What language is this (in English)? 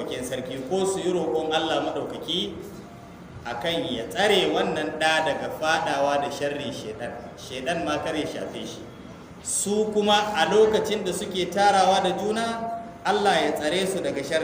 Hausa